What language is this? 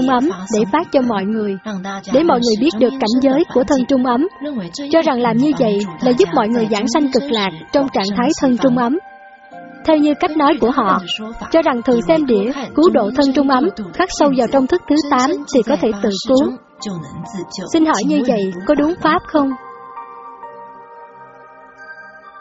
Vietnamese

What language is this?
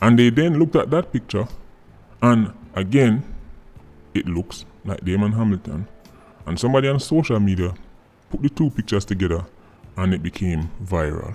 Jamaican Creole English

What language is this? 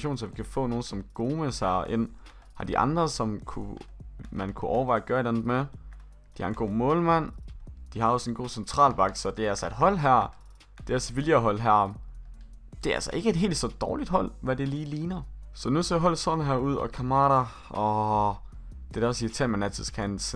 Danish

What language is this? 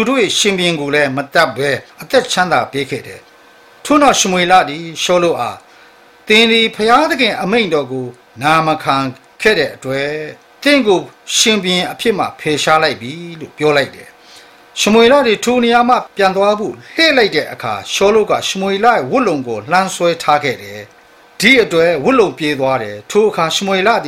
Burmese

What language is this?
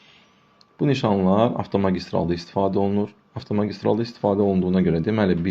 Azerbaijani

